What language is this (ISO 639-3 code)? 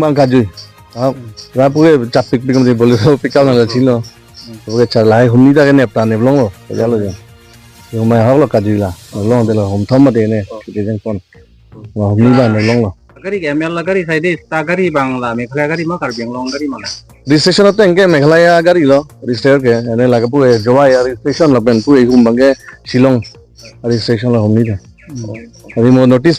mjw